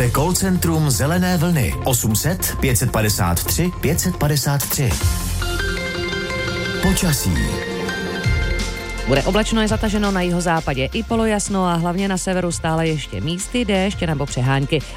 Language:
Czech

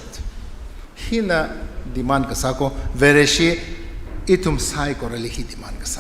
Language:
Tangkhul Naga (India)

